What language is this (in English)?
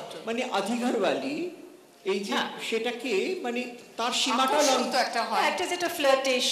Bangla